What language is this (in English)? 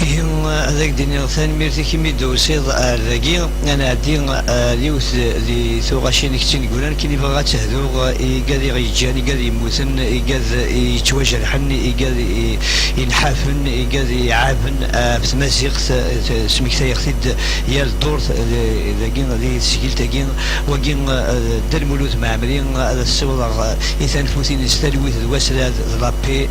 Kabyle